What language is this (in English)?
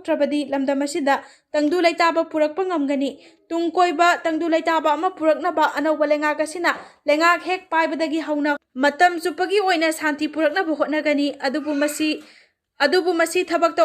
Manipuri